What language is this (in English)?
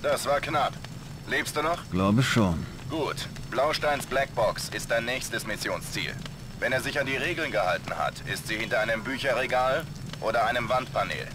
Bavarian